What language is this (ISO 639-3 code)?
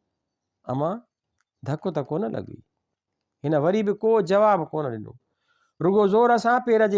snd